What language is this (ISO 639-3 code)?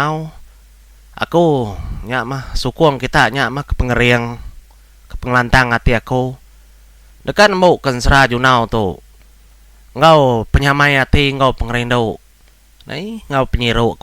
iba